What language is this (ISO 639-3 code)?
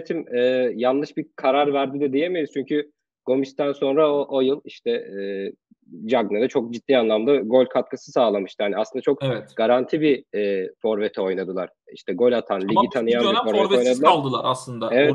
tur